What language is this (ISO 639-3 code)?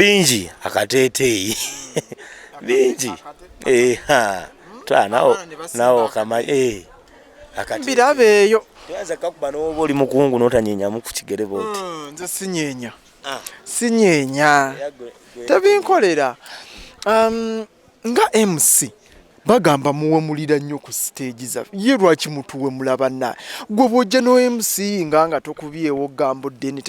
lug